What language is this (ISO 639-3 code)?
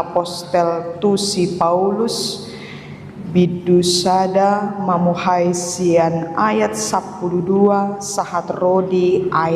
bbc